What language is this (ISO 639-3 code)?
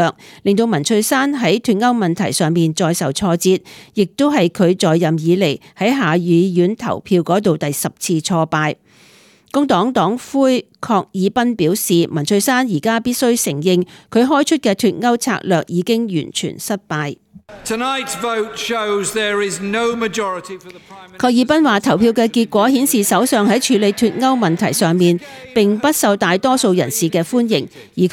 yue